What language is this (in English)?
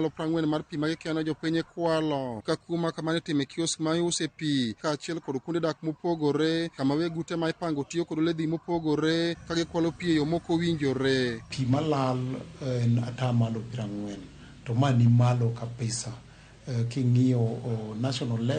Luo (Kenya and Tanzania)